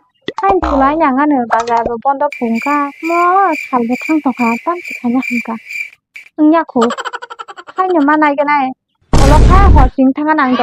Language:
Kok Borok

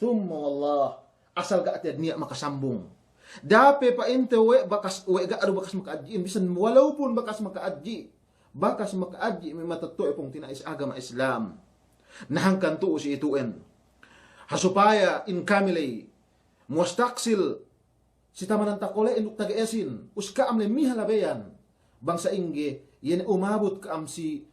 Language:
Yakan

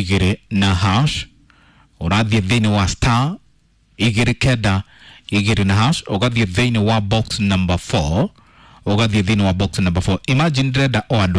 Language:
Kikuyu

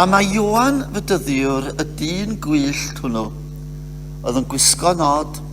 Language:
Welsh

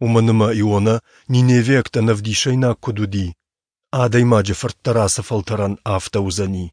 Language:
Ossetic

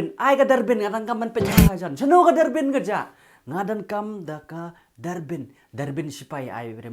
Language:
Khasi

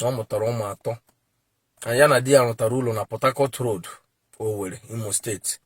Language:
Igbo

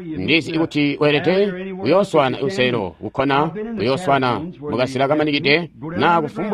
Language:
Tonga (Zambia)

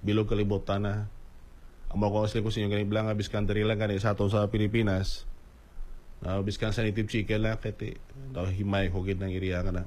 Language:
Hiligaynon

